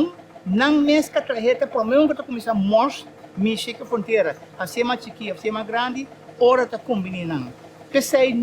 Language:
Papiamento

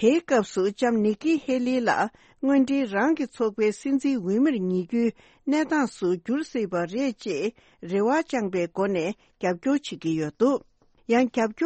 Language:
Tibetan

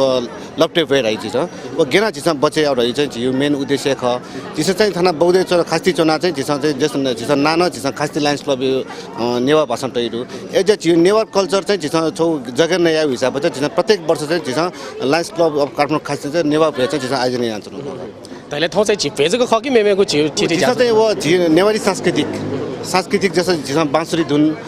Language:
Newari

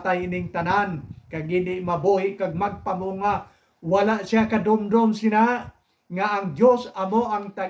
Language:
Hiligaynon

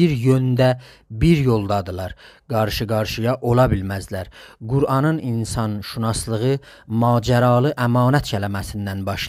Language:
South Azerbaijani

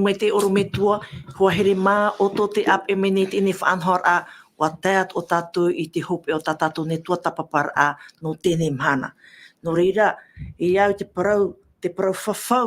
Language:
Tahitian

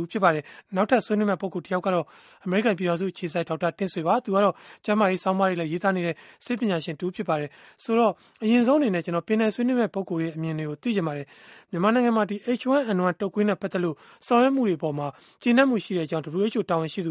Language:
Burmese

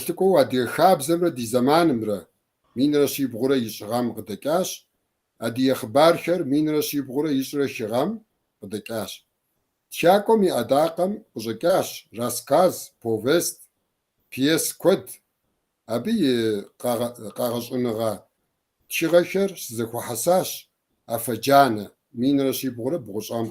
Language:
Kabardian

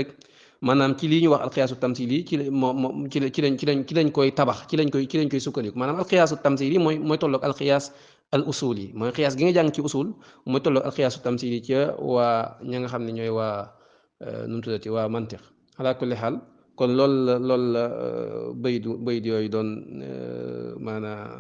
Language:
Wolof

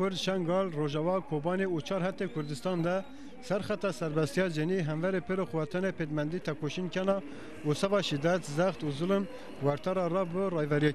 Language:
Zaza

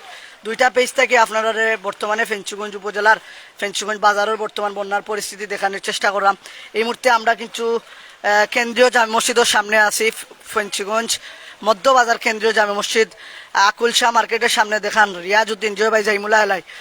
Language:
Sylheti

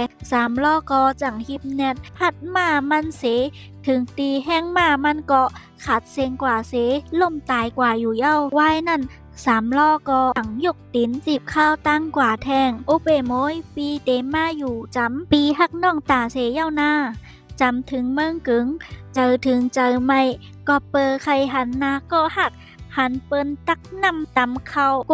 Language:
Shan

